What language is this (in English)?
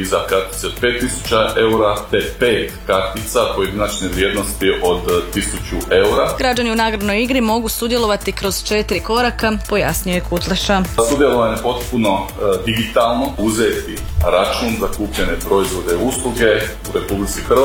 Croatian